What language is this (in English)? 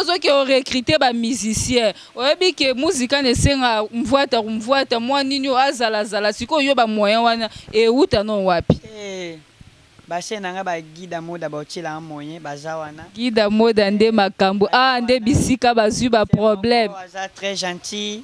Lingala